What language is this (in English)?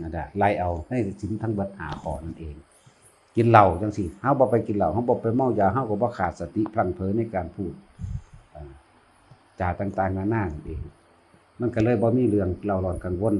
Northeastern Thai